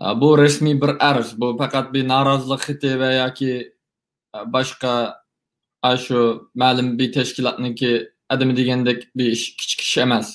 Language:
Uyghur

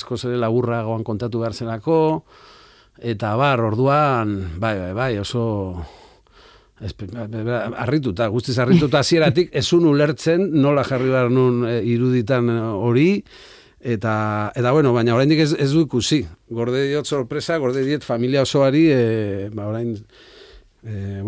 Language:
Basque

